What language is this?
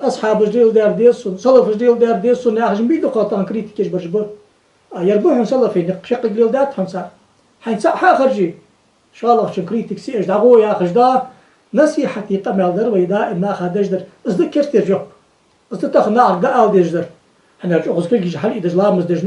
Ingush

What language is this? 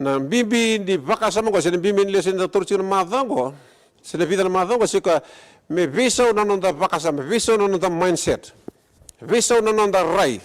Fijian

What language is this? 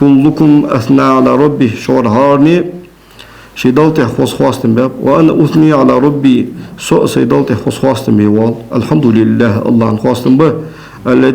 Ingush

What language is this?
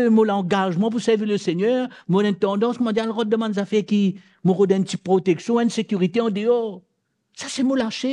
Morisyen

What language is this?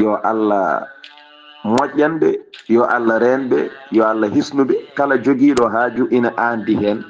Fula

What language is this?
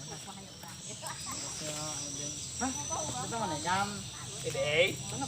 Banjar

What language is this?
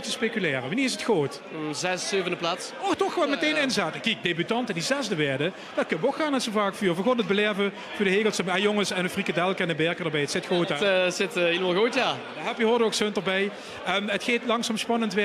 Limburgish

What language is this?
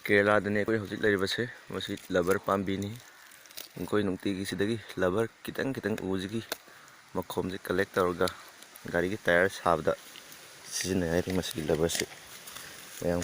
Manipuri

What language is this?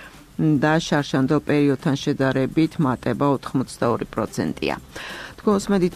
Georgian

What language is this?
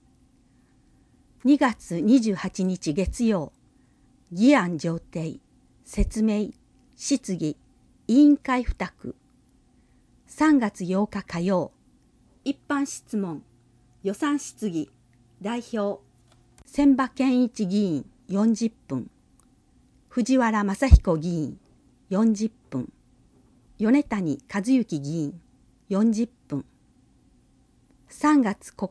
Japanese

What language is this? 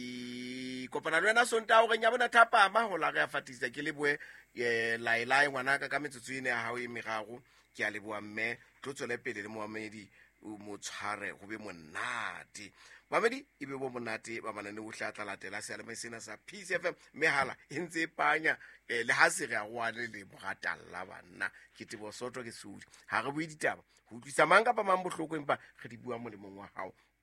Southern Sotho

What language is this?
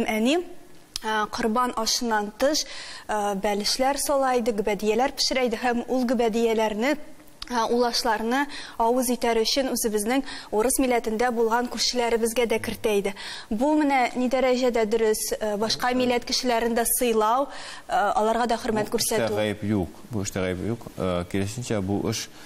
Tatar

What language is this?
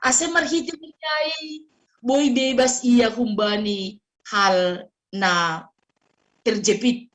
Batak Simalungun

